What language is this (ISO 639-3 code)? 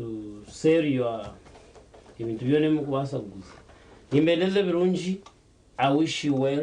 nyn